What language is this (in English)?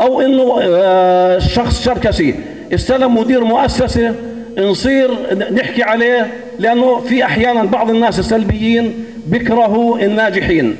North Levantine Arabic